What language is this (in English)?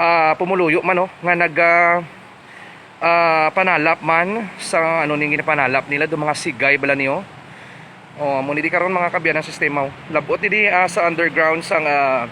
Hiligaynon